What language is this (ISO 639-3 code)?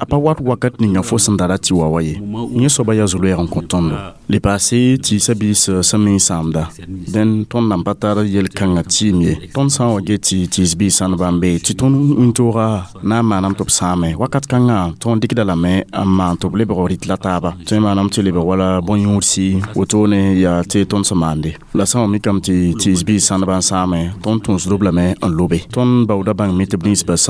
mos